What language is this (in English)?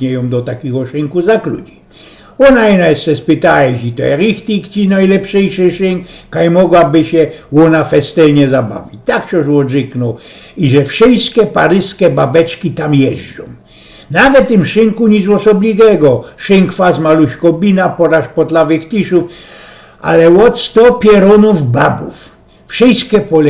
Silesian